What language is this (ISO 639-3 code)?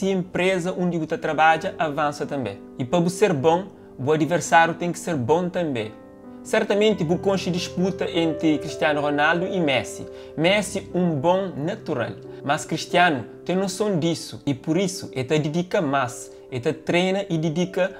kea